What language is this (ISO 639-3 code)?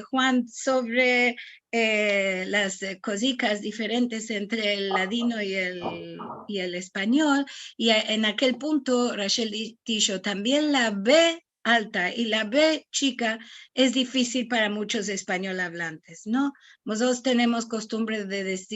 lad